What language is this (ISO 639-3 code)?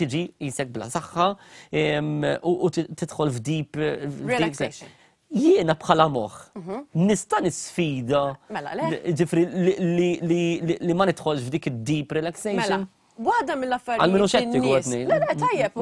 mlt